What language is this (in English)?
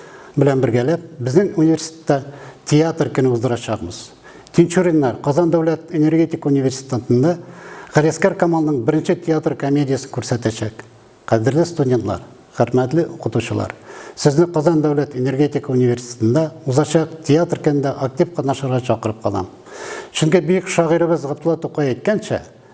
Tatar